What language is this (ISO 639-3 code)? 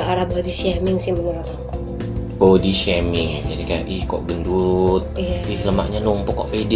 ind